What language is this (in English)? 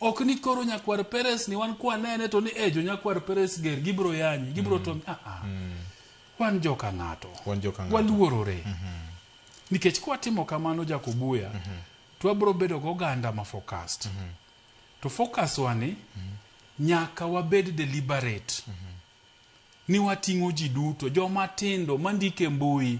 Luo (Kenya and Tanzania)